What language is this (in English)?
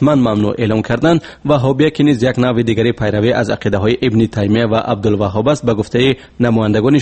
Tajik